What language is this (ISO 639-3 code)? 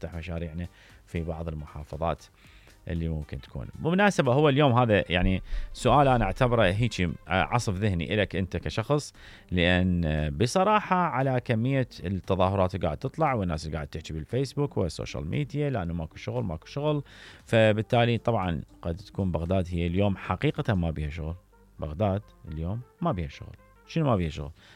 acm